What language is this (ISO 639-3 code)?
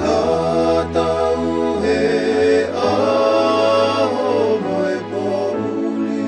ton